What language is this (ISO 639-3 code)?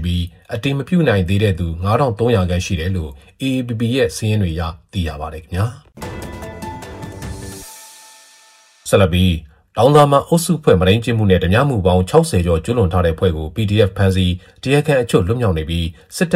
mya